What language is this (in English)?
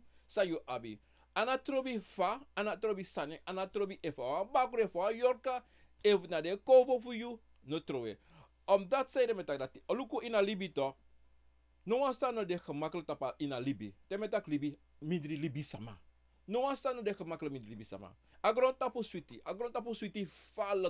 Sranan Tongo